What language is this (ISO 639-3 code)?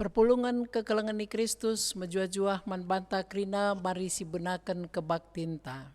btx